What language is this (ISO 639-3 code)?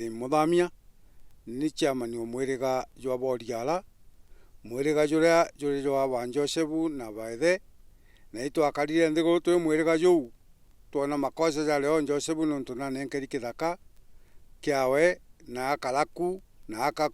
mer